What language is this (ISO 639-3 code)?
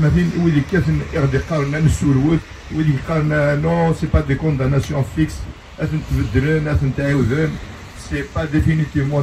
kab